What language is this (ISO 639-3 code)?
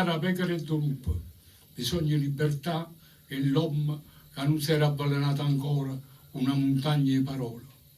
nap